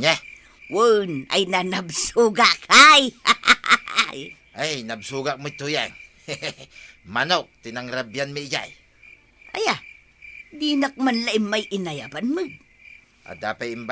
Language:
Iloko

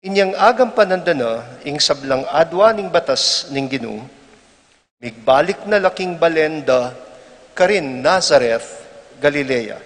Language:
Pampanga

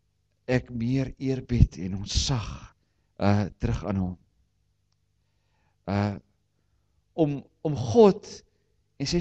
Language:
Afrikaans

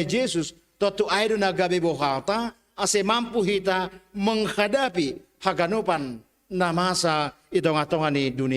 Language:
Batak Simalungun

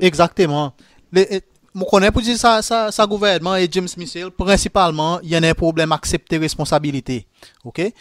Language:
Seselwa Creole French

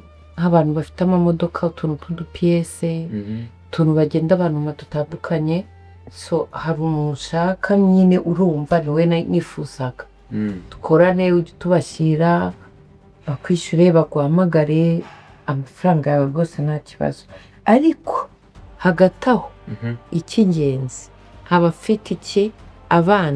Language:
Kinyarwanda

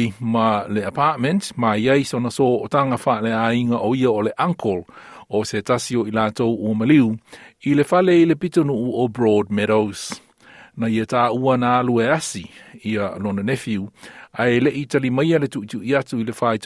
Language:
Samoan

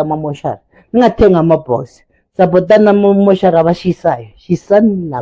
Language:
Zulu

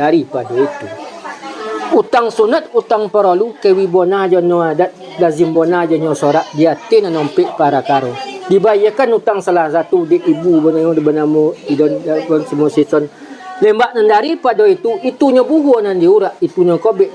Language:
Minangkabau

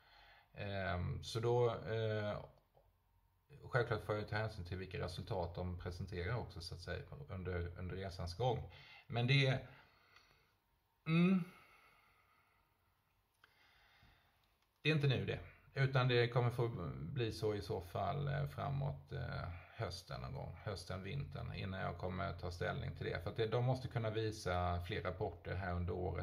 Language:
Swedish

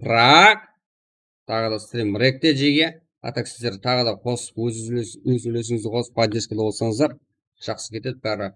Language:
Kara-Kalpak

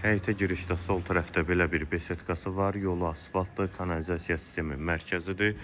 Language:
Azerbaijani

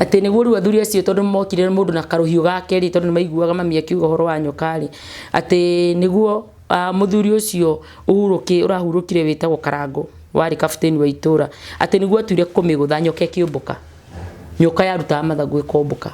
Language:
Kikuyu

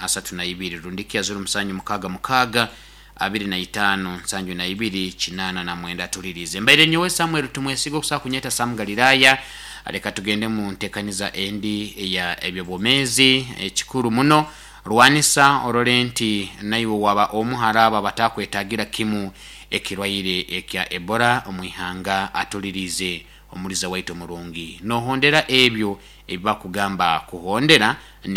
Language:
Nyoro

